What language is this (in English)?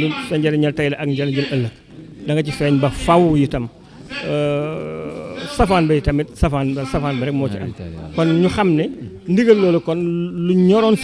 Wolof